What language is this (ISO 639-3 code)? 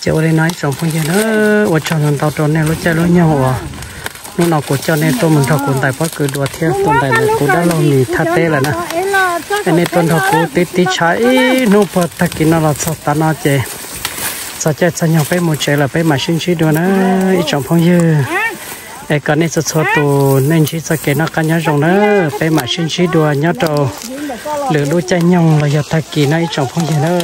hmn